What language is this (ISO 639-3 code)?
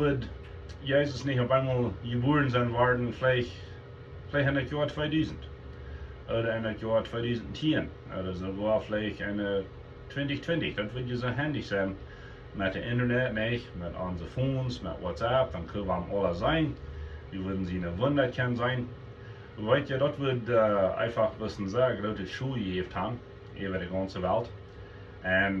pdt